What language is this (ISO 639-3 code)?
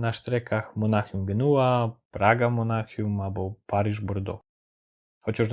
szl